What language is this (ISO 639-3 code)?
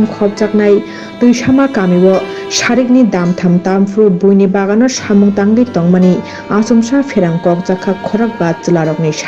trp